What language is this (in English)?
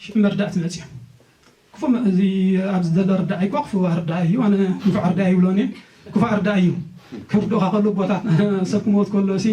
Tigrinya